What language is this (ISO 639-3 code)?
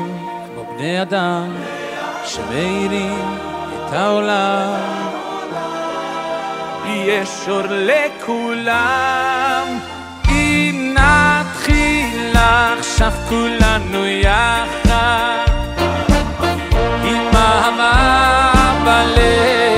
heb